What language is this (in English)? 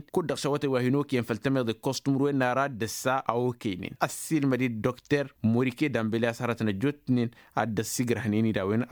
Tamasheq